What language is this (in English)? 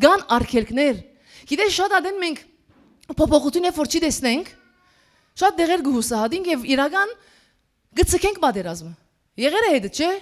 Western Armenian